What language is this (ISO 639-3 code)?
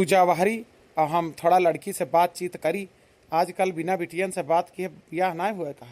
awa